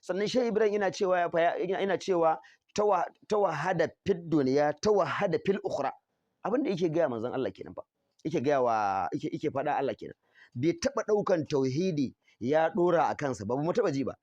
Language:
Hausa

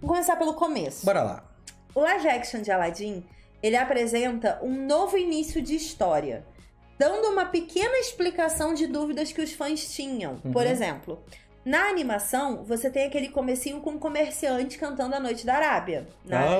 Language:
Portuguese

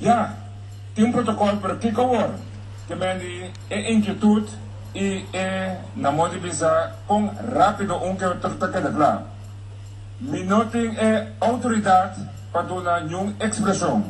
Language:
Papiamento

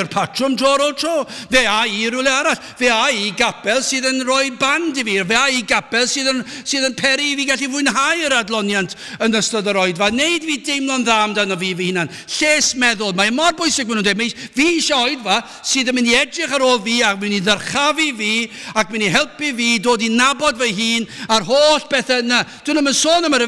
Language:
Welsh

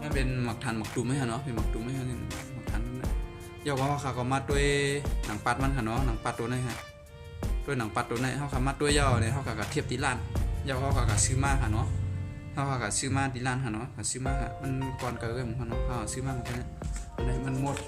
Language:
Shan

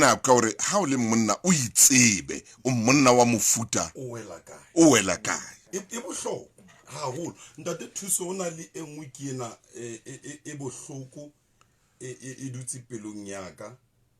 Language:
Southern Sotho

